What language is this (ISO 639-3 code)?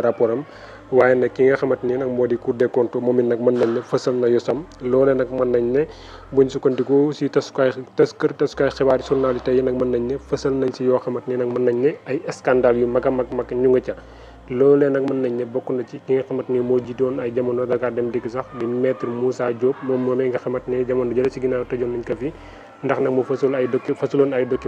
wol